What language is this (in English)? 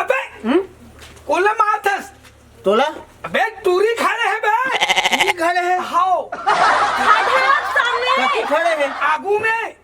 Chhattisgarhi